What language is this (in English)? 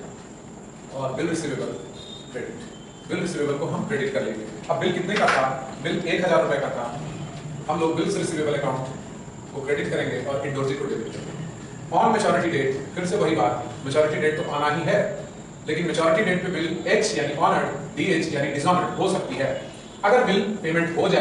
Hindi